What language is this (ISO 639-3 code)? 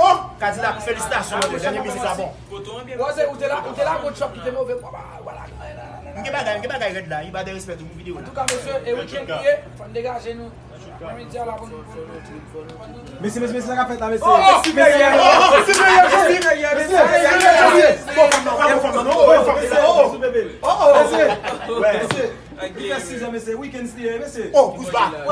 hat